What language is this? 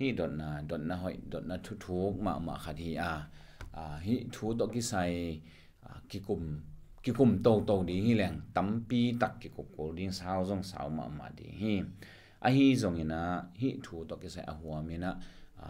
Tedim Chin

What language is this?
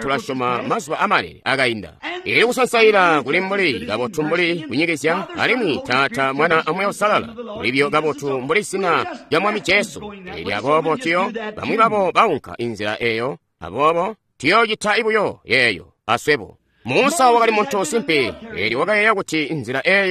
Tonga (Zambia)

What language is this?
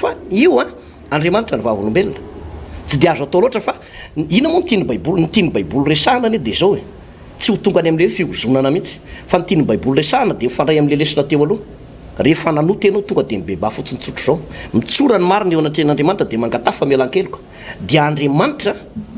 Malagasy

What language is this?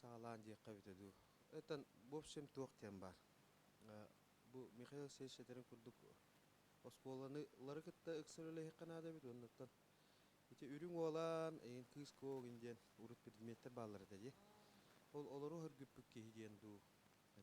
Yakut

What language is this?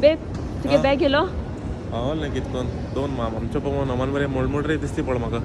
Konkani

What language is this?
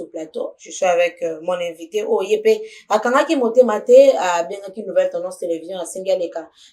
Lingala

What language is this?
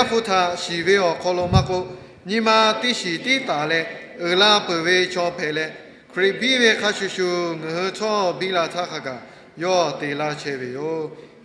Lahu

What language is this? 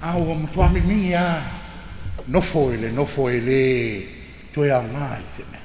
Samoan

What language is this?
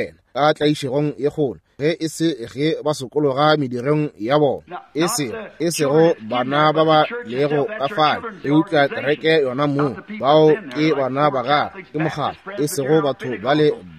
Northern Sotho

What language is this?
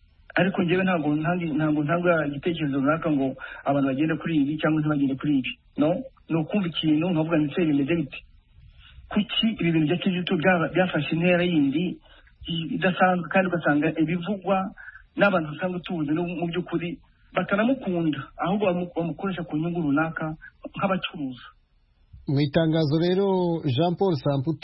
Kinyarwanda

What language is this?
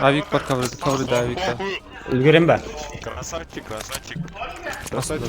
Kara-Kalpak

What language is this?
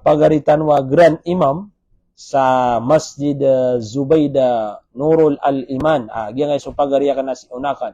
Maranao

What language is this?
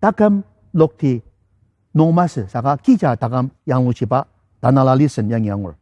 Ao Naga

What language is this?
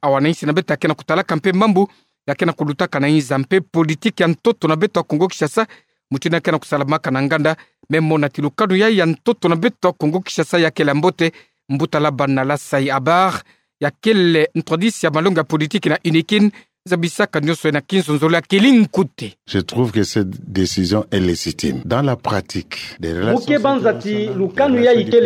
Kituba (Democratic Republic of Congo)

